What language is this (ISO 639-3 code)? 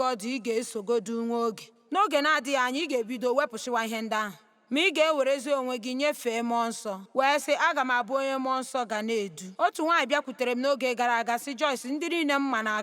ibo